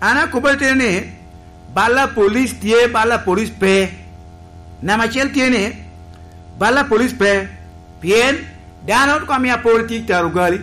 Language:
Lango (Uganda)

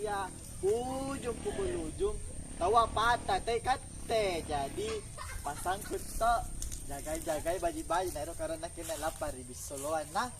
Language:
Makassar Malay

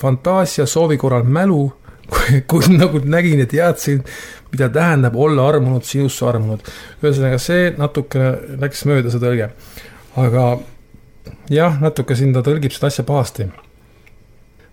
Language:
Estonian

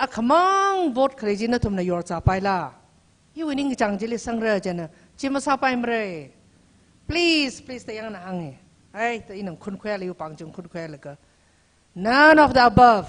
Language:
Tangkhul Naga (India)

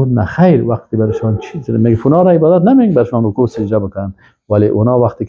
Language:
Persian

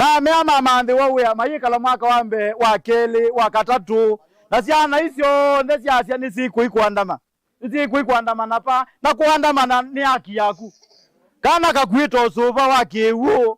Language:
Kamba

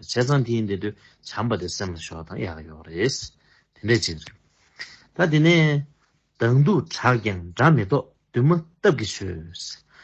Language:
Tibetan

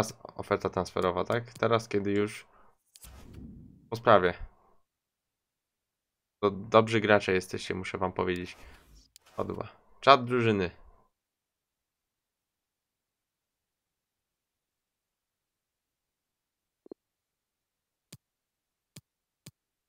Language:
Polish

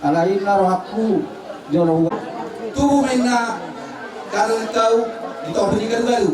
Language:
Batak Toba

